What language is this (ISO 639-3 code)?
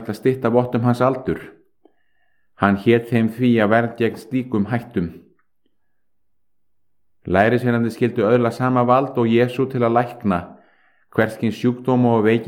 isl